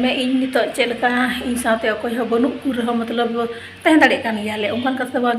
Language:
Santali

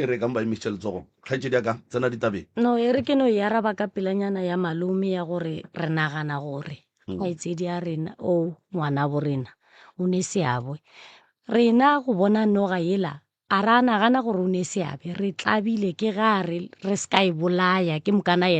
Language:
Northern Sotho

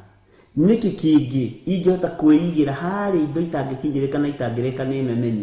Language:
Kikuyu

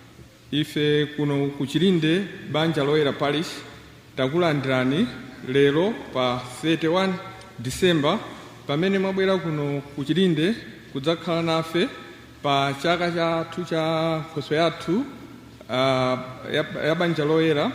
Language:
Nyanja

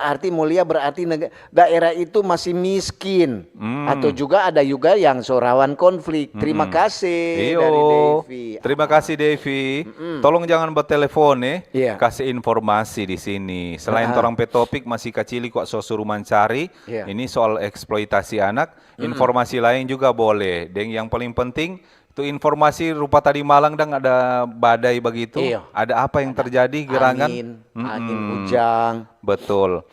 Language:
Manado Malay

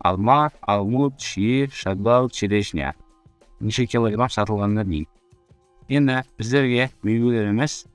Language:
Kara-Kalpak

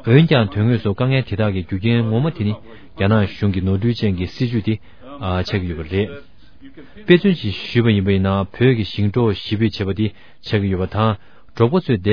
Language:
Tibetan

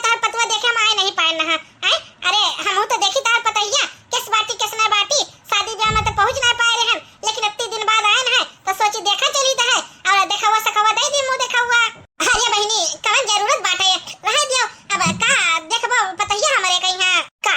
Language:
Awadhi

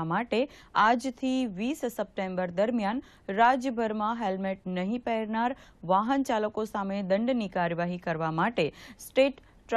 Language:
Gujarati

